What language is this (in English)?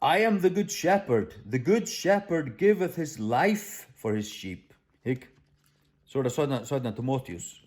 Faroese